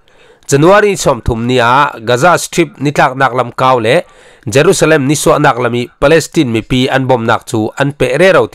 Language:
Falam Chin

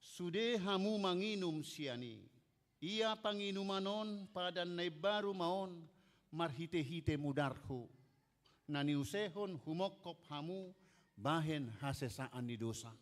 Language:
Batak Toba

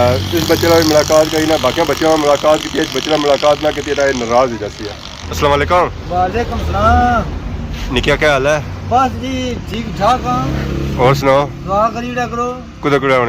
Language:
Pahari-Potwari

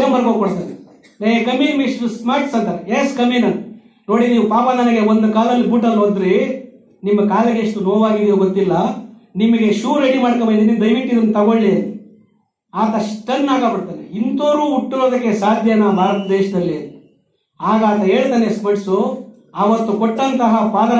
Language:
Kannada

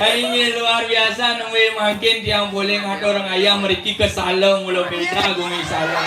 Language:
Balinese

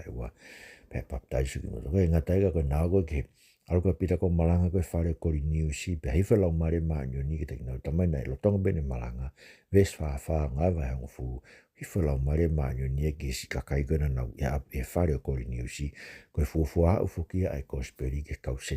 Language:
Tongan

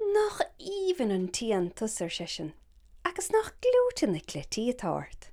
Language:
Irish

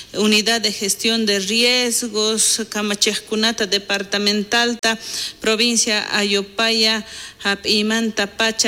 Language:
South Bolivian Quechua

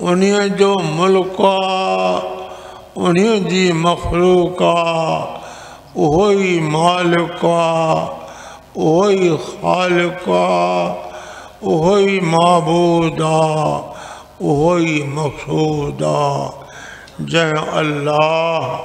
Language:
Sindhi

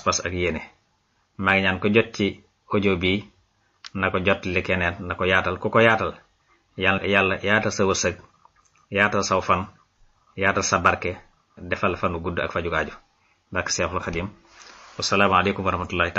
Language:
Wolof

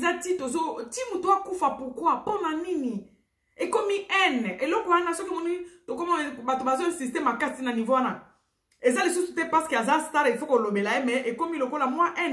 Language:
Lingala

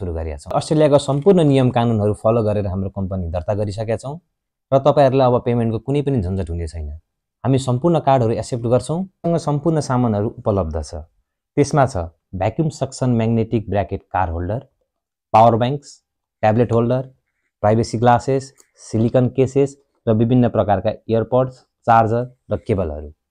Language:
Nepali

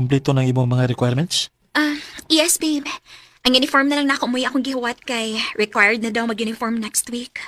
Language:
Cebuano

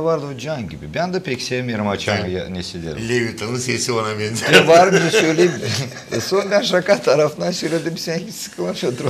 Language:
Gagauz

